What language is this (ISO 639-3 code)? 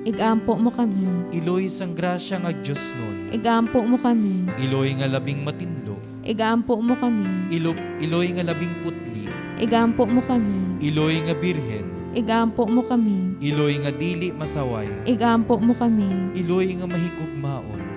hil